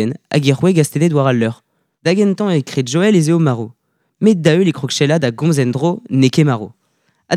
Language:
Breton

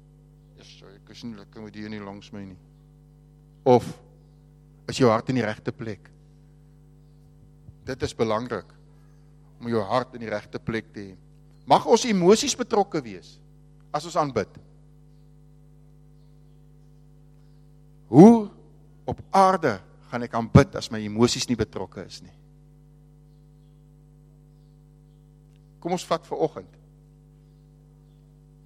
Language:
Afrikaans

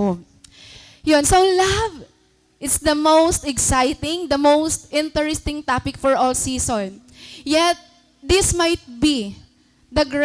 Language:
Waray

